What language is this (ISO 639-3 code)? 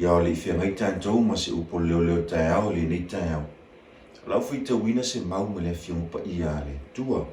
smo